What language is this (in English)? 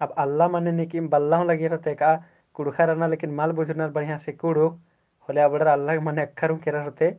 Kurukh